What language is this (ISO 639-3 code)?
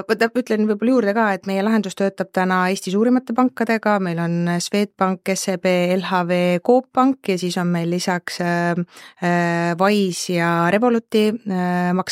est